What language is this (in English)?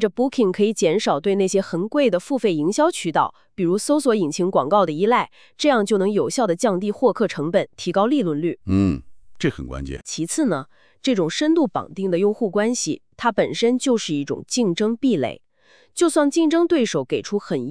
Chinese